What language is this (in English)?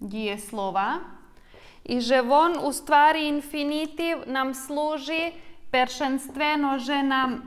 Rusyn